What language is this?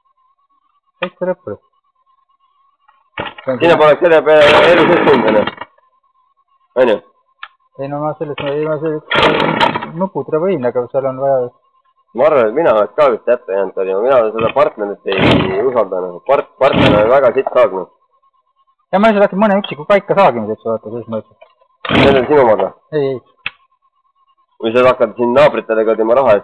Estonian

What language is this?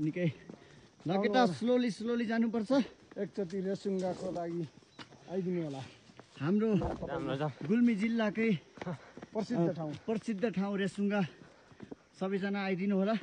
Nepali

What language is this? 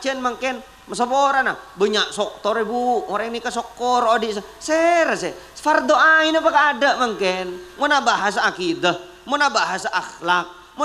Madurese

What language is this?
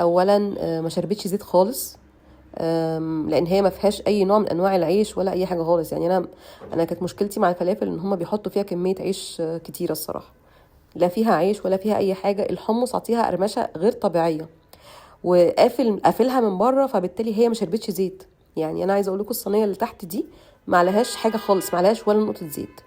Egyptian Arabic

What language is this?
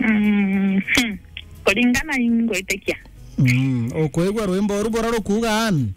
Meru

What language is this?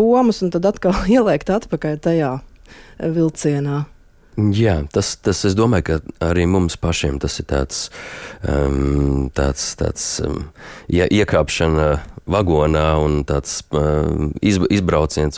Latvian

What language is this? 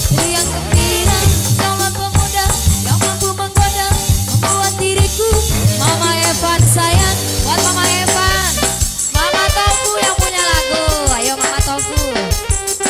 Indonesian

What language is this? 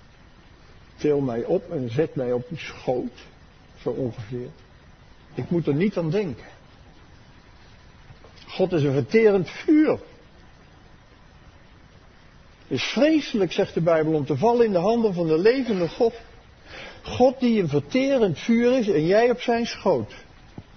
Dutch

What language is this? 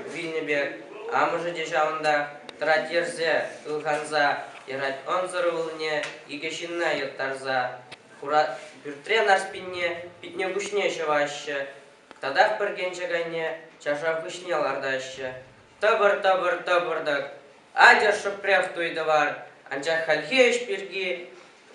Chuvash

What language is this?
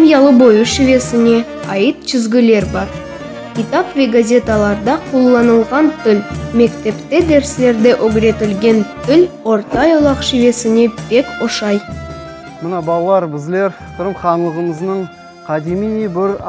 Crimean Tatar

